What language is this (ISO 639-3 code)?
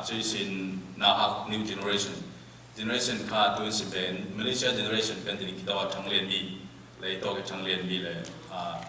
cfm